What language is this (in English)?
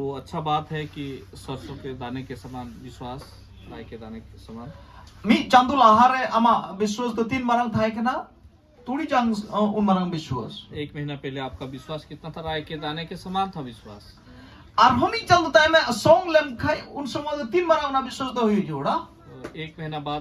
Santali